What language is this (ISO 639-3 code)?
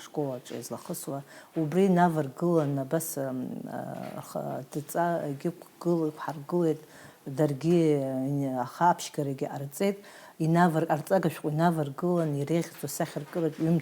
abk